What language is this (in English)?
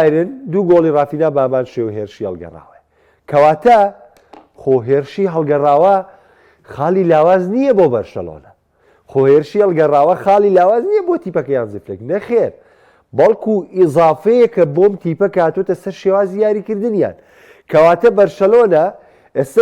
Central Kurdish